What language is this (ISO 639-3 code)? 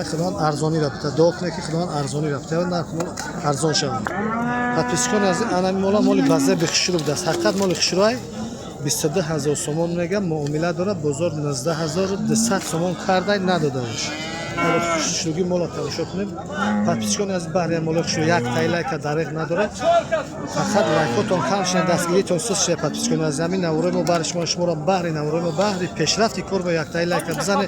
tgk